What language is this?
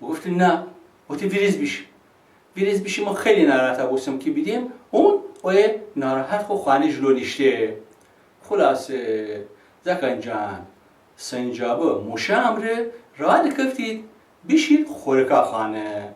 Gilaki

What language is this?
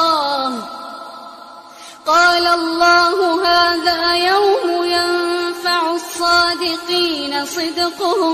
Arabic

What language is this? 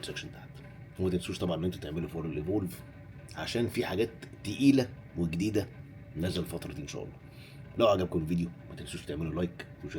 Egyptian Arabic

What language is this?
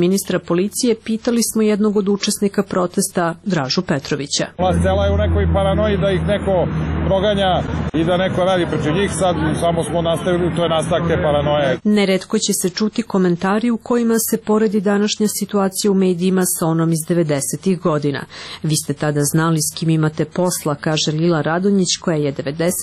Serbian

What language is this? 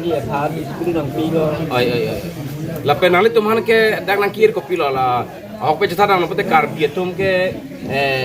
Karbi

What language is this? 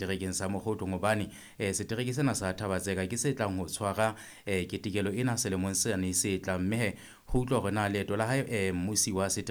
Southern Sotho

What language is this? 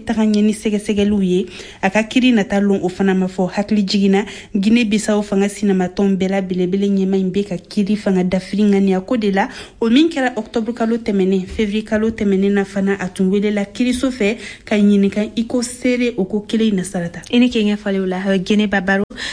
Bambara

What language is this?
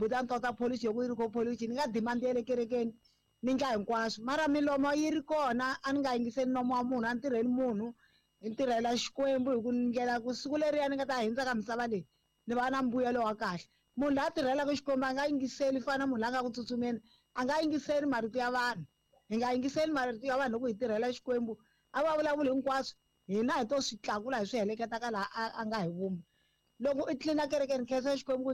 Tsonga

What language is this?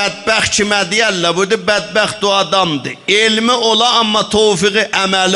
South Azerbaijani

